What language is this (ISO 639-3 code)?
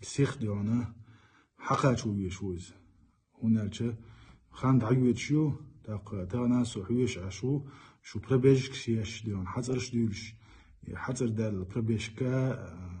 che